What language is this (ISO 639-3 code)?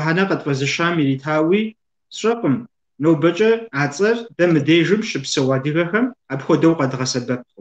kbd